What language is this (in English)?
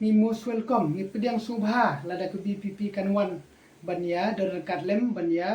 Khasi